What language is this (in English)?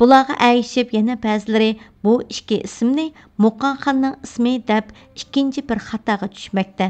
Uyghur